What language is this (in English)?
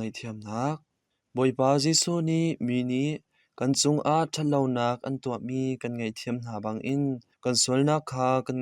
Hakha Chin